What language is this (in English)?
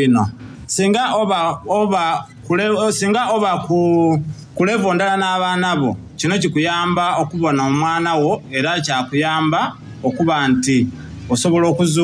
Soga